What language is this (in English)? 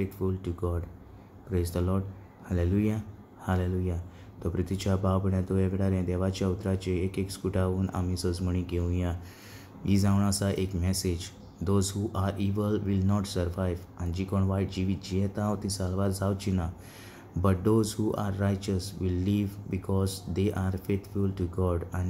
Konkani